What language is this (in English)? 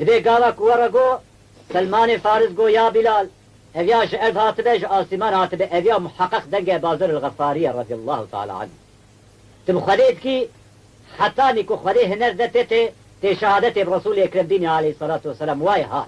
Kurdish